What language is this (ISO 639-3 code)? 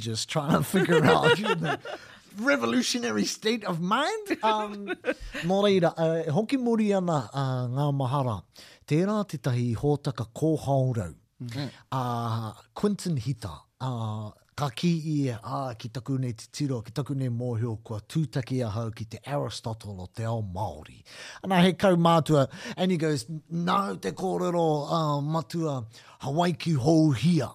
mri